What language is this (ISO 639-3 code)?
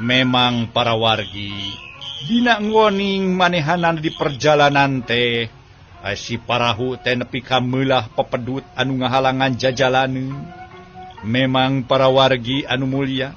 sun